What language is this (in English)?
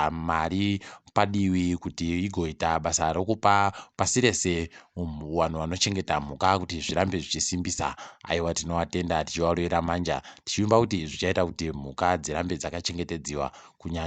Ndau